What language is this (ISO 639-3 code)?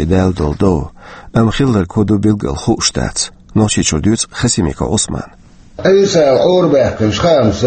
che